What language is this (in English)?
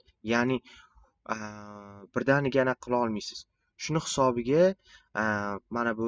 Uzbek